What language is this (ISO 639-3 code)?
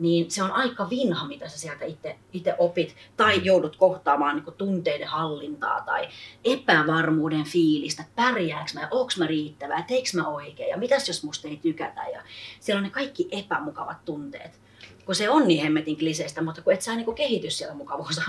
fin